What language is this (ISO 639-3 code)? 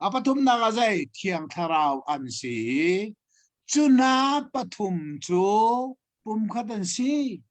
cnh